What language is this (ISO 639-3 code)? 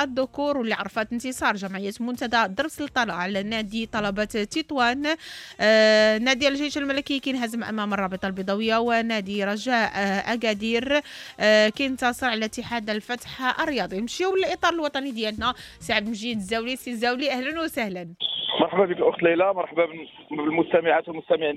ary